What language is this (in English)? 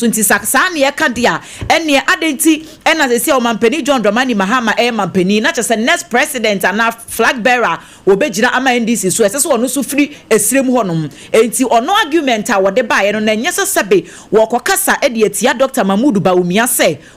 Akan